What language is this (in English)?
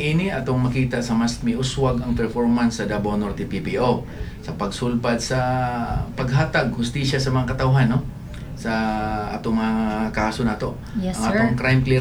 Cebuano